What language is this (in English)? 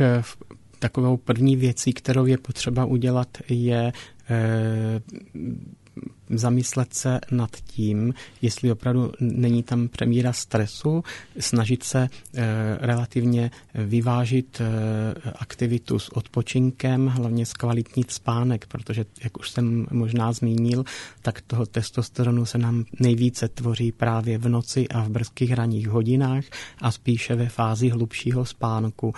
Czech